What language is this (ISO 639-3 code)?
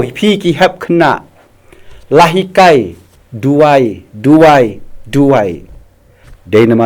kha